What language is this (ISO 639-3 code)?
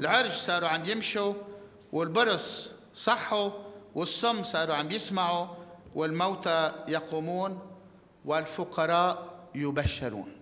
apc